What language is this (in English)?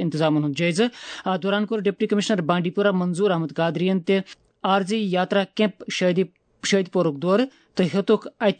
Kashmiri